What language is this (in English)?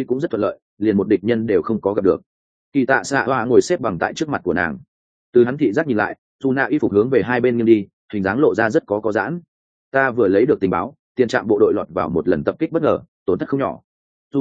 Vietnamese